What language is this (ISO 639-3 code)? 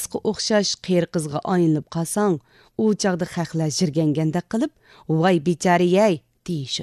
uig